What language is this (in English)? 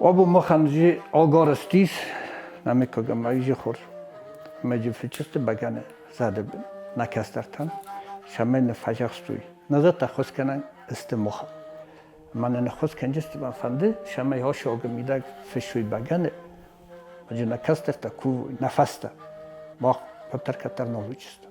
Ossetic